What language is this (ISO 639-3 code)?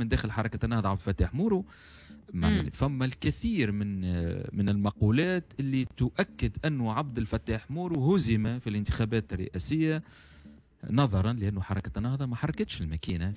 aeb